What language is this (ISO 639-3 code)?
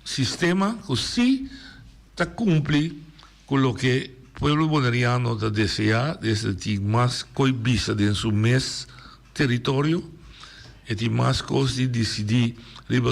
pap